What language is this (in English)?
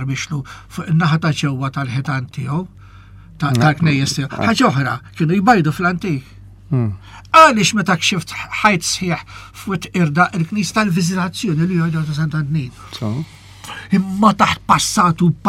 Maltese